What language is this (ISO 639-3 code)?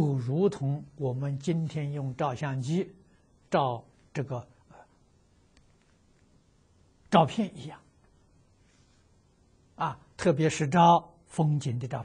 zho